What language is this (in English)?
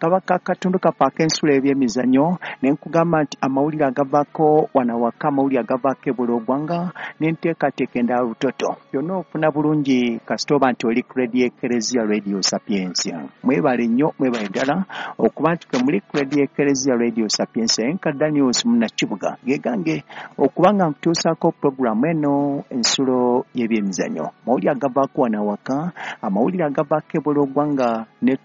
Ganda